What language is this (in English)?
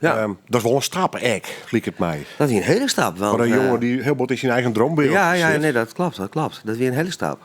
Western Frisian